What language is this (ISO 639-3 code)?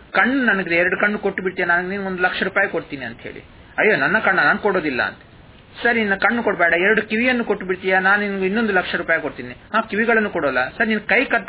kan